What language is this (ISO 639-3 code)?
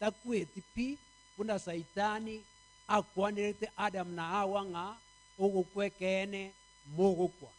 guz